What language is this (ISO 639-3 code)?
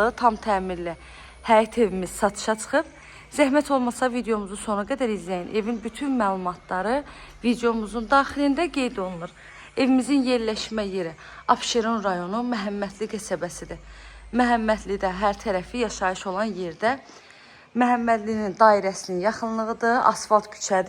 aze